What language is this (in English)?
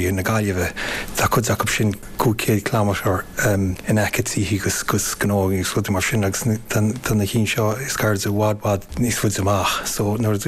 Irish